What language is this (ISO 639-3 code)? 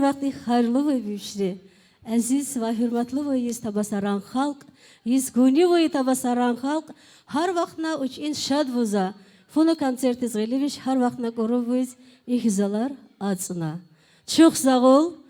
tab